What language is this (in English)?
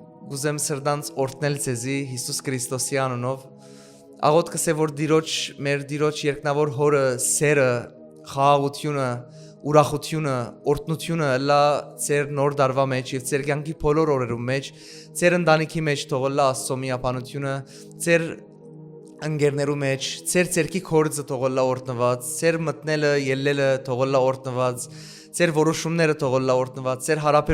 Western Armenian